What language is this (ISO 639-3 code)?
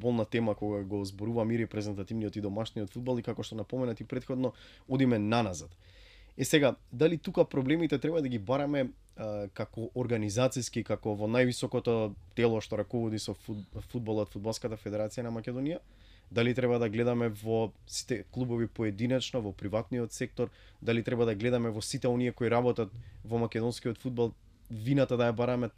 mkd